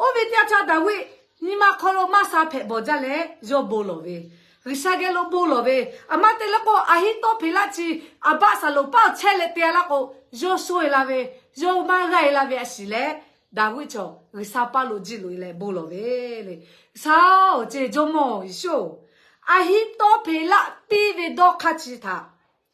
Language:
Lahu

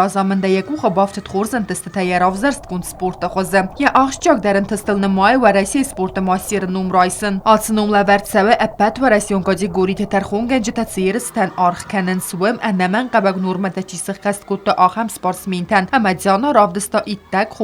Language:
Ossetic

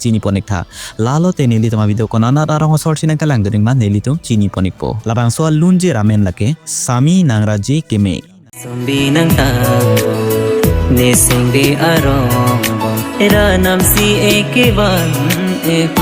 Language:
Karbi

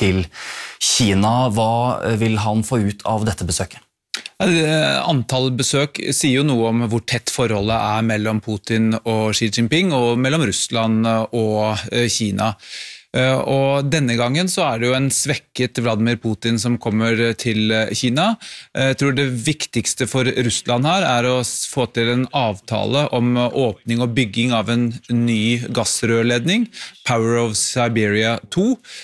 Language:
Norwegian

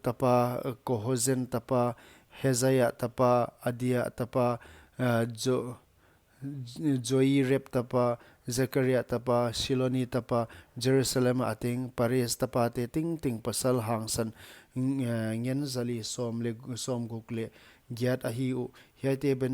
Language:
Paite Chin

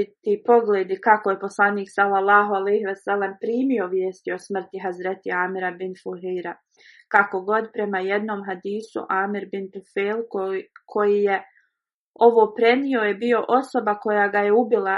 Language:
Bosnian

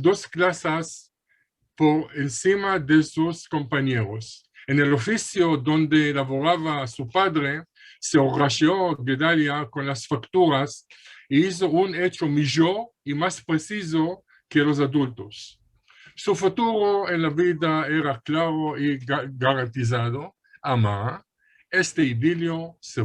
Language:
Ladino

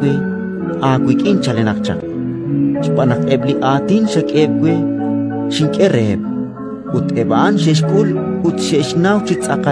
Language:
Kekchí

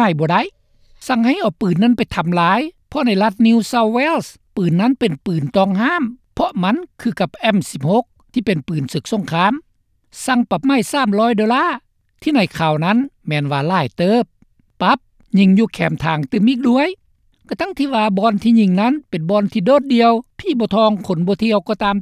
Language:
Lao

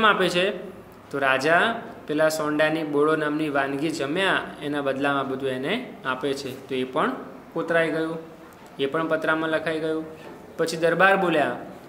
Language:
Gujarati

